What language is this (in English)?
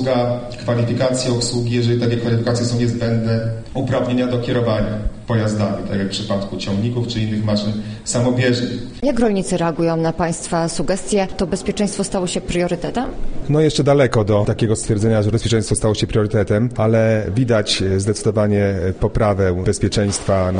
Polish